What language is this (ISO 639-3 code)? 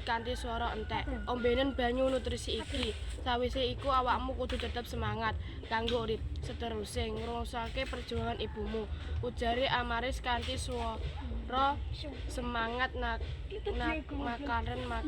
jav